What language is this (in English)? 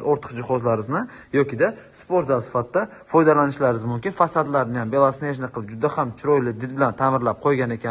Uzbek